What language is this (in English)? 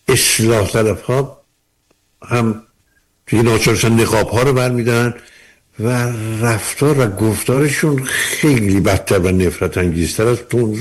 Persian